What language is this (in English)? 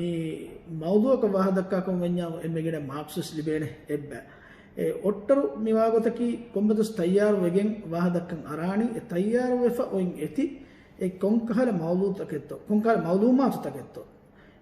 Divehi